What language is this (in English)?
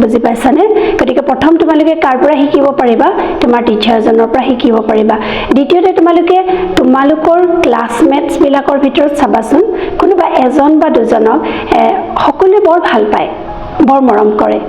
Assamese